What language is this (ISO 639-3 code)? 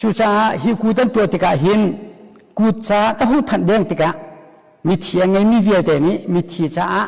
cnh